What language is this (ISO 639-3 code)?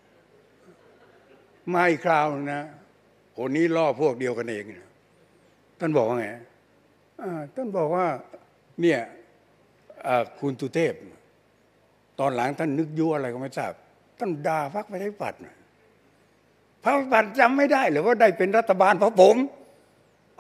tha